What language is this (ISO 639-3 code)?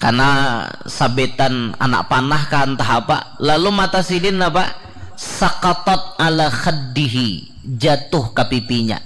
bjn